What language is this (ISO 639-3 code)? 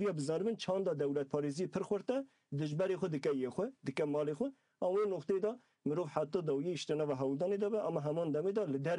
kur